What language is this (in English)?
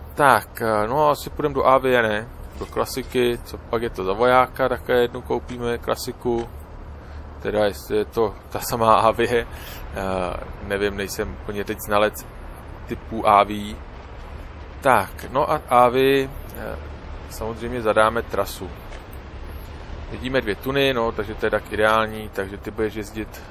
Czech